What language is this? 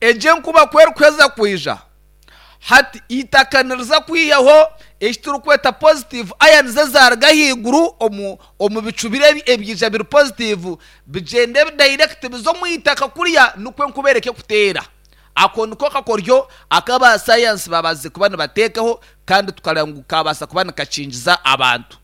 Nyankole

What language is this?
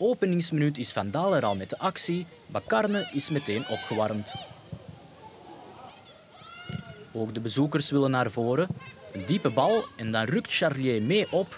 Dutch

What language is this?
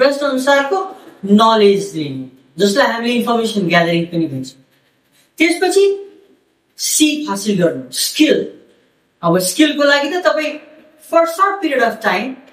Nepali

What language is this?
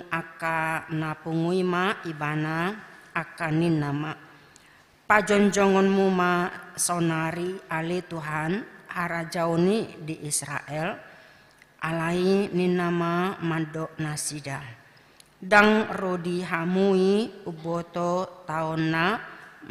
Batak Toba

